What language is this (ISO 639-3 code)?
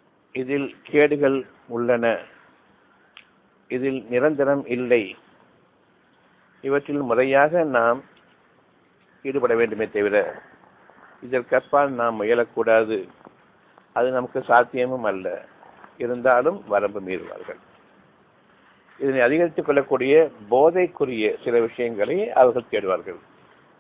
tam